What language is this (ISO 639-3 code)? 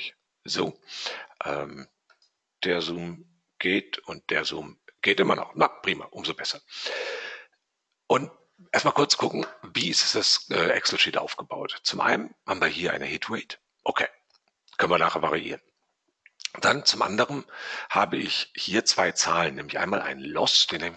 deu